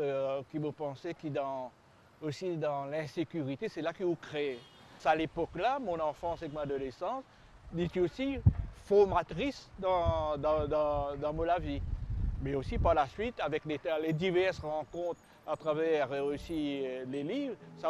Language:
Morisyen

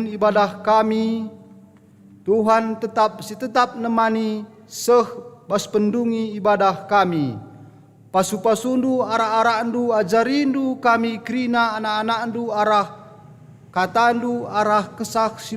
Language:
Batak Karo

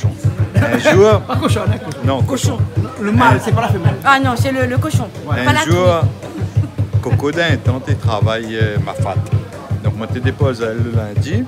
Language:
Réunion Creole French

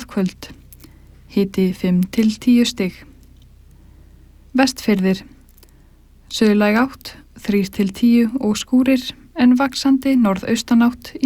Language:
Icelandic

